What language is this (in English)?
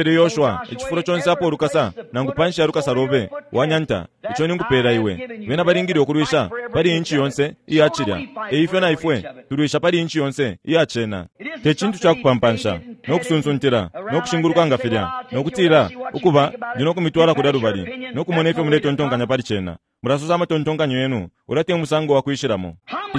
Bemba